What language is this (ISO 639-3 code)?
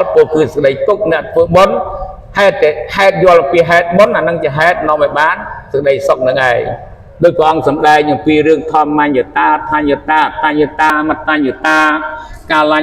khm